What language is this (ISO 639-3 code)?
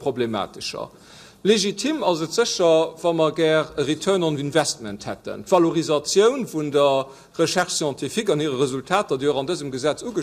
ltz